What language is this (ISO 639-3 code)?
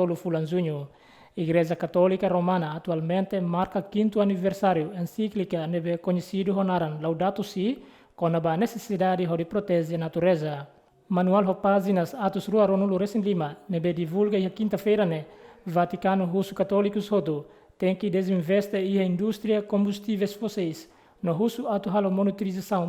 tet